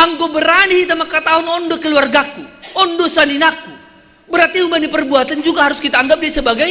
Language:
Batak Simalungun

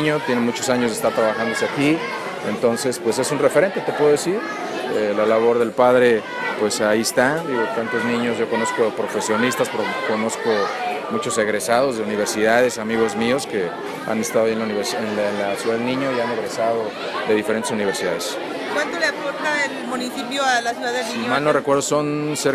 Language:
Spanish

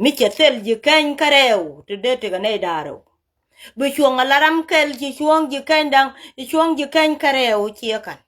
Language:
Nuer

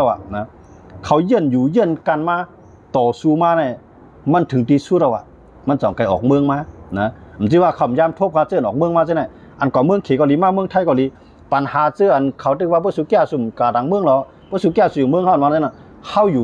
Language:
Shan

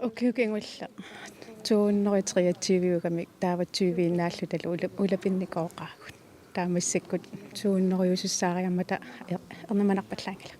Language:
Kalaallisut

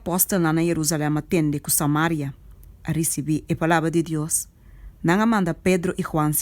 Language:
Papiamento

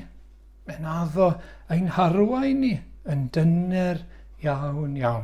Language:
Welsh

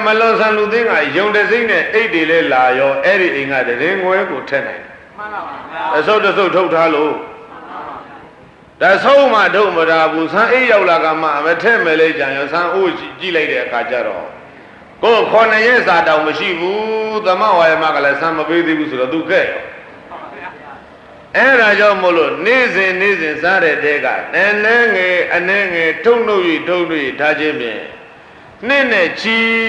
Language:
Burmese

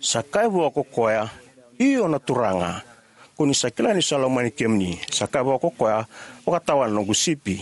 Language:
Fijian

